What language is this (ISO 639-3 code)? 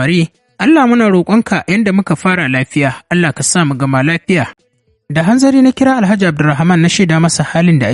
hau